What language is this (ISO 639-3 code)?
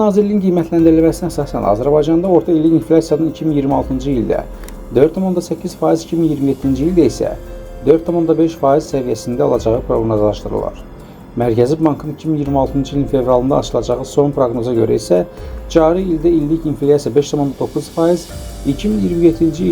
aze